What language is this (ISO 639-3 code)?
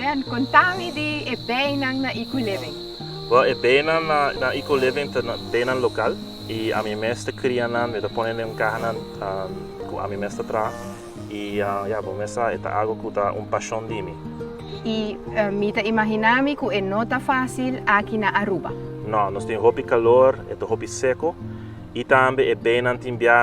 pap